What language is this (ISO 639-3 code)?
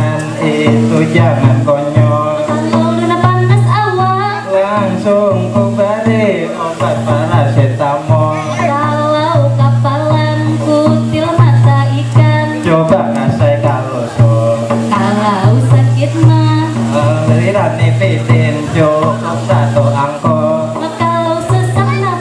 bjn